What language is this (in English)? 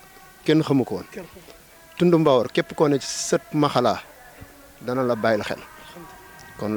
Wolof